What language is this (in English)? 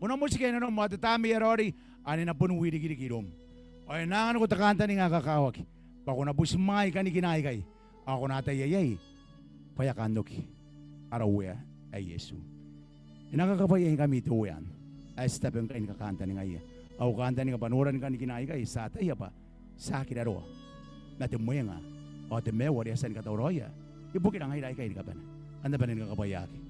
Gilbertese